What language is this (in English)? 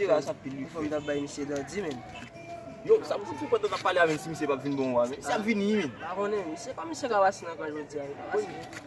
Haitian Creole